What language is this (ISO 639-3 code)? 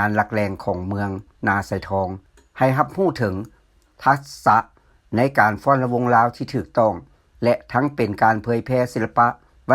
lao